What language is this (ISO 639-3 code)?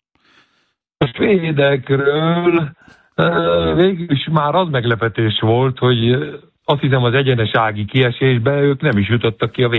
hun